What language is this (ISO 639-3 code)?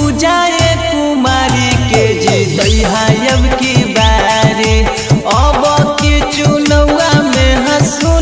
bho